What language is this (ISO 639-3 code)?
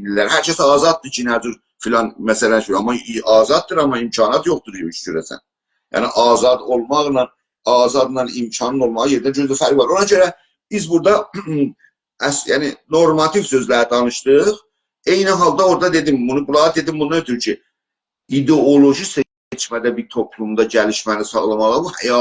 azb